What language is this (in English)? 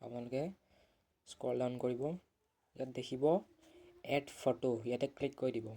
Assamese